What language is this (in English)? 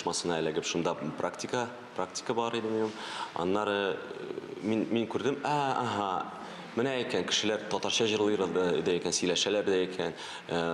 Tatar